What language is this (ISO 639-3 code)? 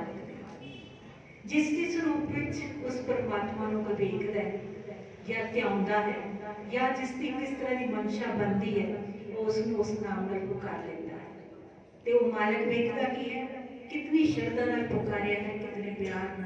pan